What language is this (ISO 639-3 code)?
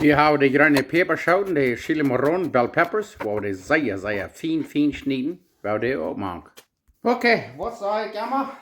pdt